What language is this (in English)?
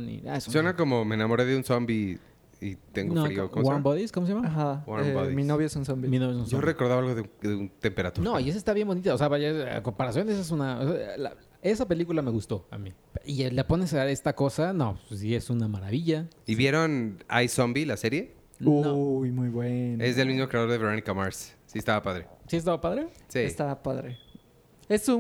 Spanish